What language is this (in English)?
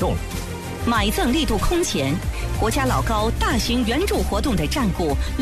Chinese